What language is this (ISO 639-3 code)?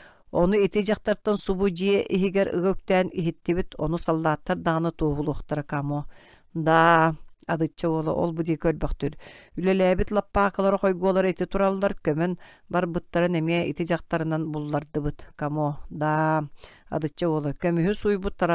sah